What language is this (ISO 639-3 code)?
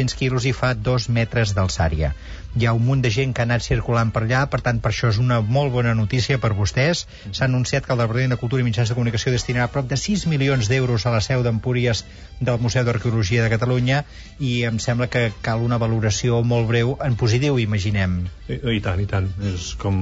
cat